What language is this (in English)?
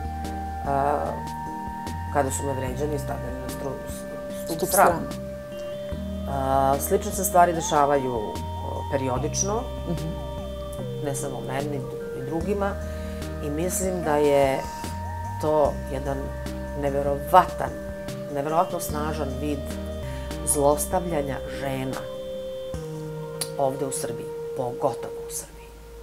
Serbian